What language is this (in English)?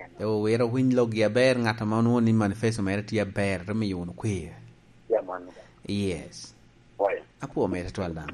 Lango (Uganda)